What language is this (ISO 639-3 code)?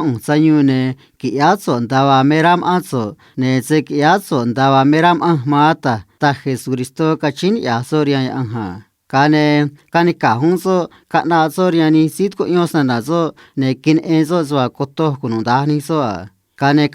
trc